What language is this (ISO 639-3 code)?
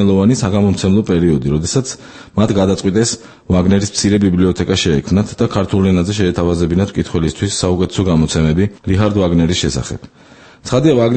kat